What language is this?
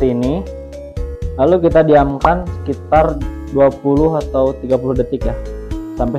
Indonesian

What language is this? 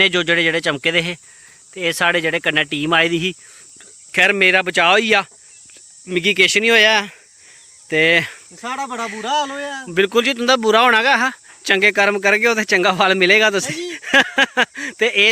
Dogri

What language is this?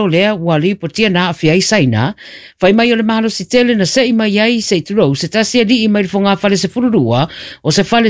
Samoan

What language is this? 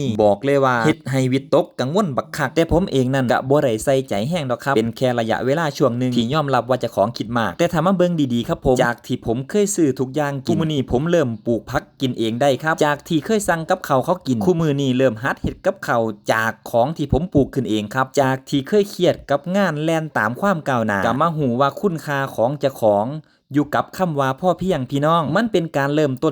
Northeastern Thai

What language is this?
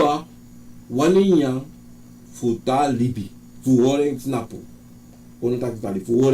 Sranan Tongo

